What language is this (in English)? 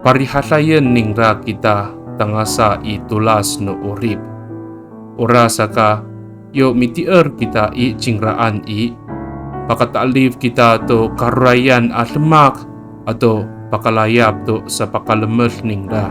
Amis